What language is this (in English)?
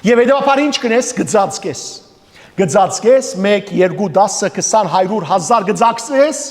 Western Armenian